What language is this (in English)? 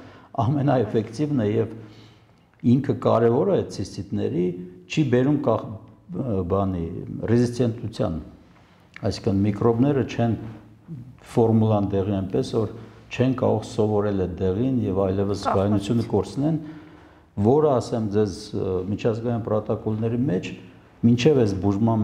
Armenian